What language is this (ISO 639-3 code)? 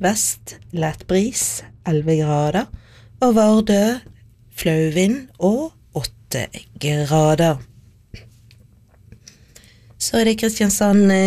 nor